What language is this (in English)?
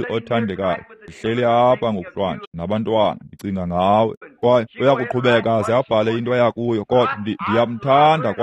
Xhosa